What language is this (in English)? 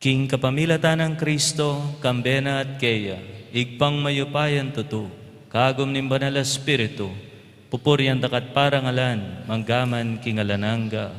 Pampanga